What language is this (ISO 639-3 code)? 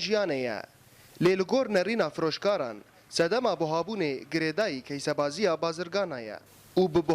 kur